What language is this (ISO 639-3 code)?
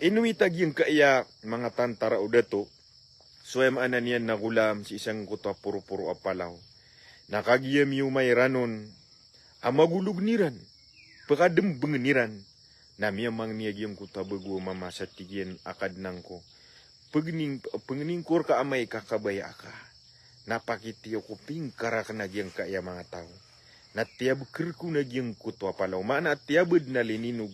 mrw